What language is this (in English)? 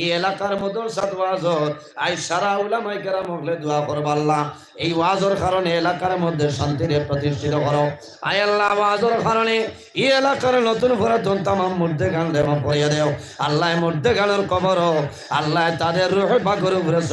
Sylheti